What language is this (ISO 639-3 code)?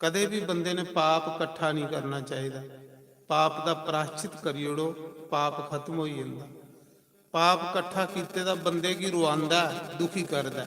doi